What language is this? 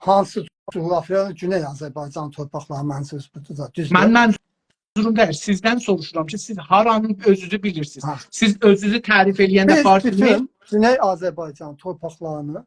South Azerbaijani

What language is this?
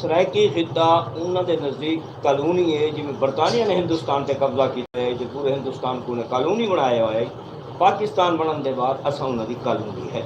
Saraiki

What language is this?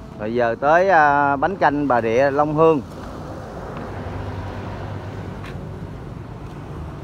Vietnamese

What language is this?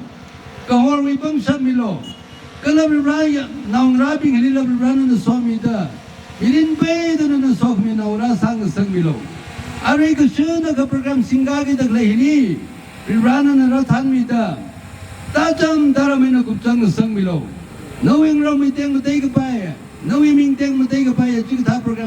Tangkhul Naga (India)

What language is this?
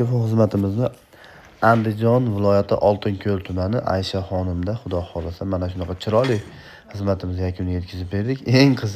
Uzbek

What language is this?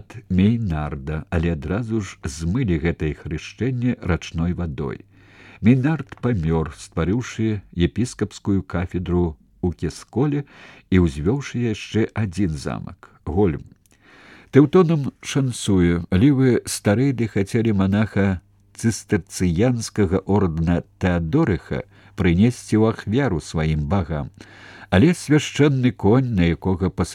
Belarusian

